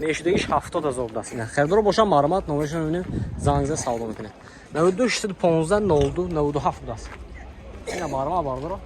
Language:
Tajik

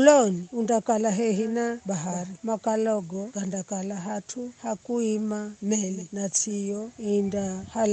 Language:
Giryama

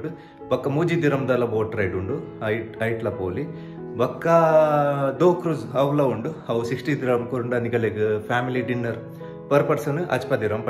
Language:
Tulu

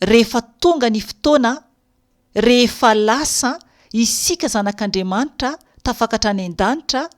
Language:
Malagasy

